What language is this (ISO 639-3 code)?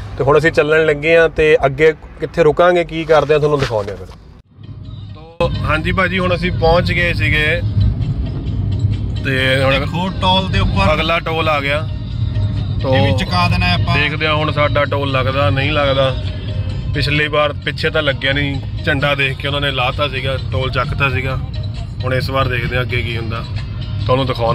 pan